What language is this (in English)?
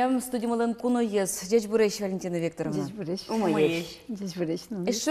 Udmurt